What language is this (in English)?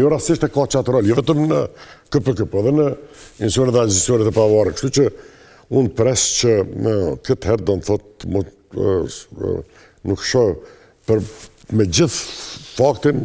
Albanian